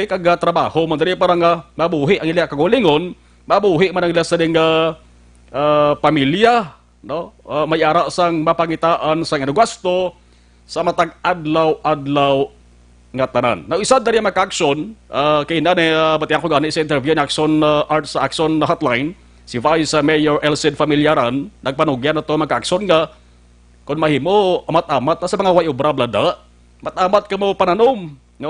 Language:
Hiligaynon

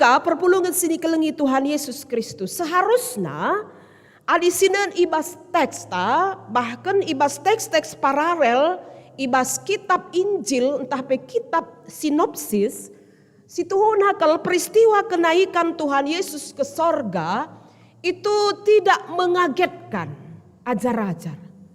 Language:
Batak Karo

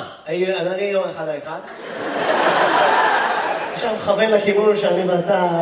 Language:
Hebrew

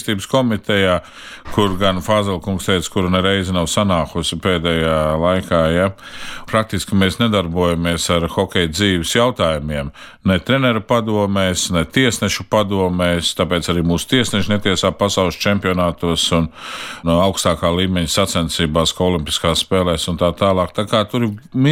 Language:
Latvian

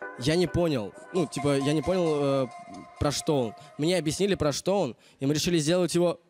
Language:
Russian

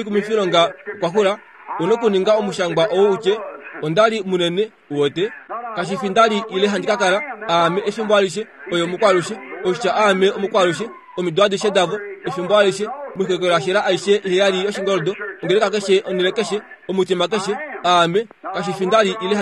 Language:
Kuanyama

